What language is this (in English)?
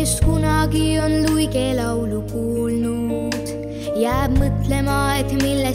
Estonian